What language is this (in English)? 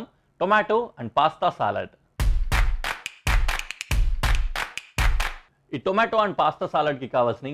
Telugu